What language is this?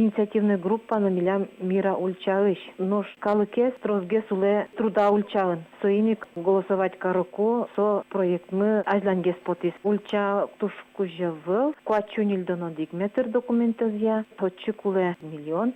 Udmurt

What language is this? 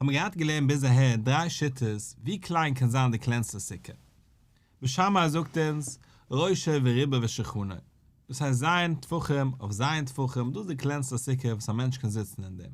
Yiddish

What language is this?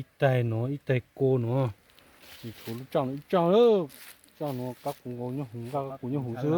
Hmong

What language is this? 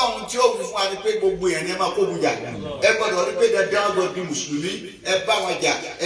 Yoruba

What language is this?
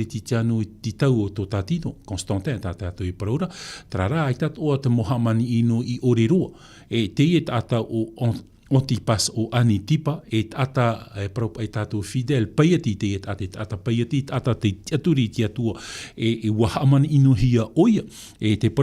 Tahitian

